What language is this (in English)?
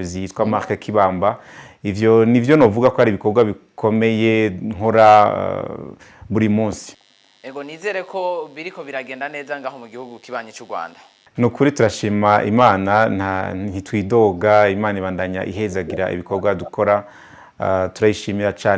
Rundi